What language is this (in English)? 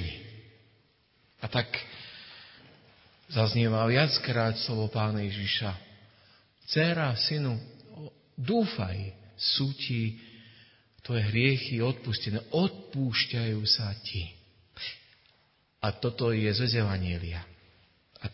Slovak